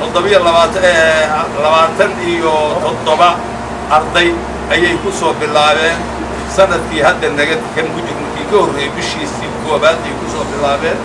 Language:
Somali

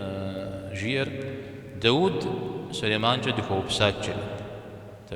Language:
Kabardian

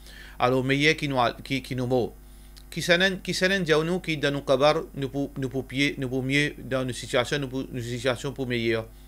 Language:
Morisyen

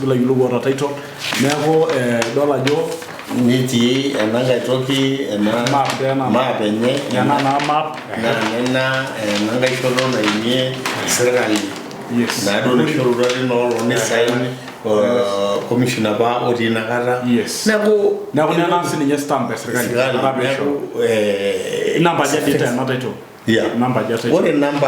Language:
Masai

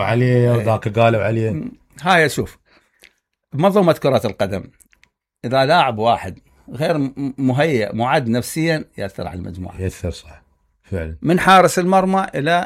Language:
Mesopotamian Arabic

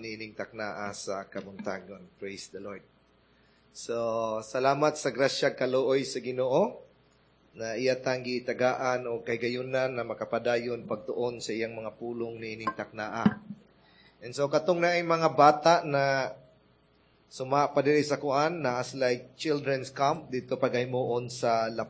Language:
Cebuano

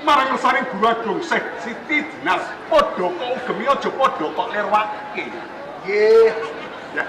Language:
Javanese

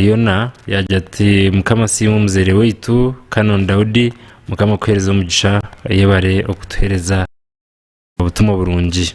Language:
Nyankole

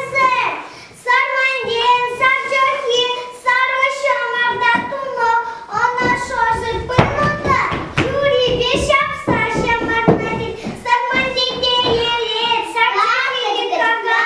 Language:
Chuvash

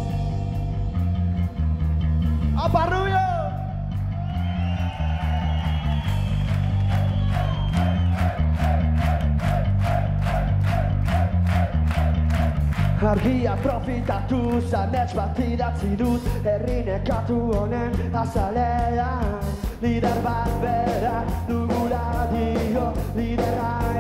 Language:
Basque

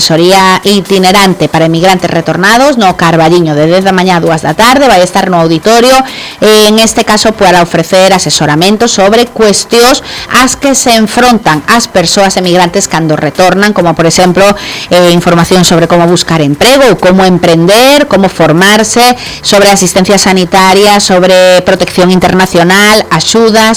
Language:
Galician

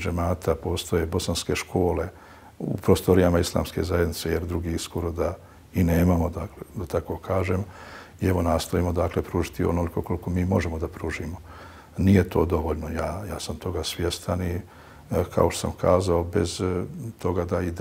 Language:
Bosnian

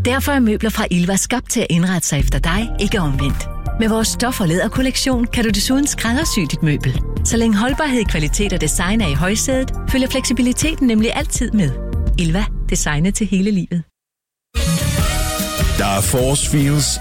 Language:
Danish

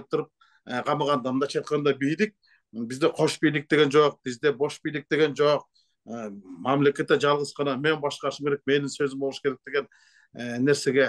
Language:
Kyrgyz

